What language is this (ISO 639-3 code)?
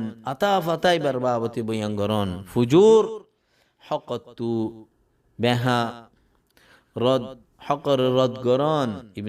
rhg